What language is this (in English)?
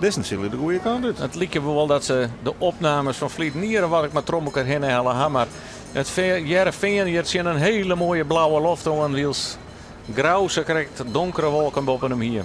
Western Frisian